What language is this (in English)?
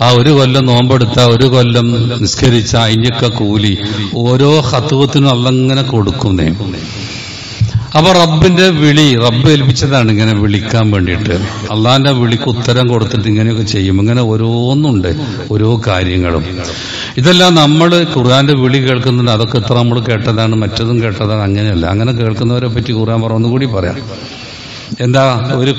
Malayalam